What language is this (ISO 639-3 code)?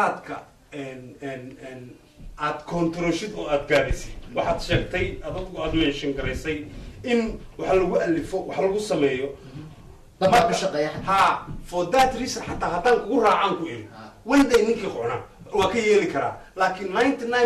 som